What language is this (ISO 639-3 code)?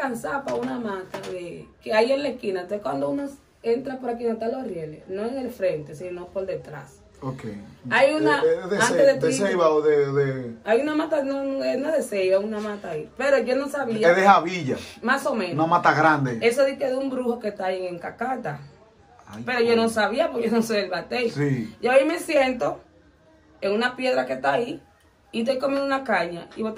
spa